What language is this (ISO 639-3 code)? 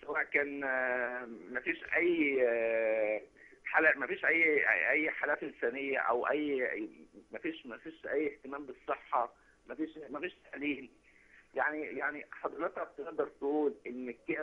arz